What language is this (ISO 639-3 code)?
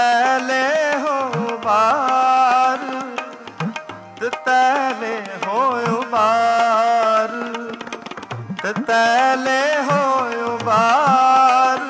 pan